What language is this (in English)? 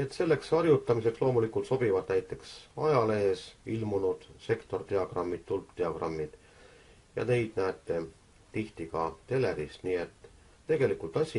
Estonian